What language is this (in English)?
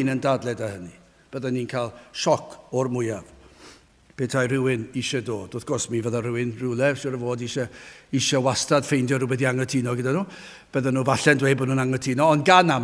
Welsh